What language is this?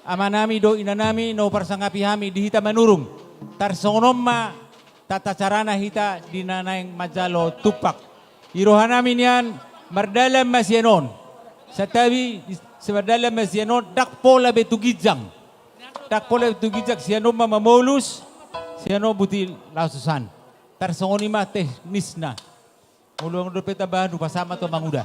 Batak Toba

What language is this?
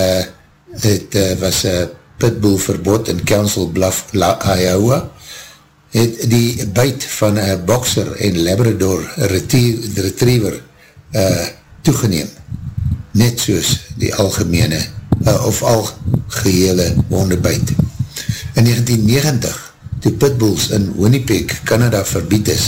Afrikaans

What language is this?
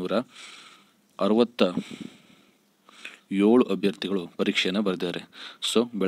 Kannada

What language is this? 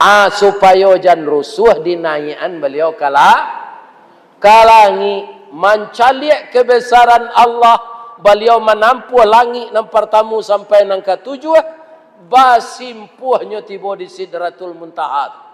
Minangkabau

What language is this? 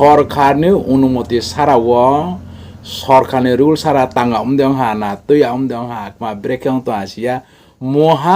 Riang (India)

